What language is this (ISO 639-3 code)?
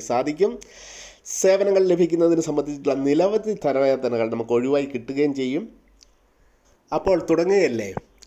mal